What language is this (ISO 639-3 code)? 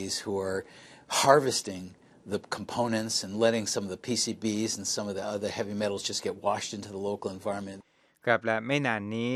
tha